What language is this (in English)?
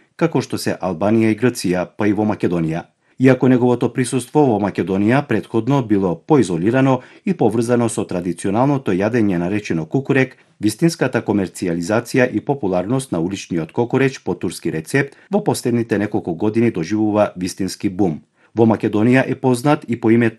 Macedonian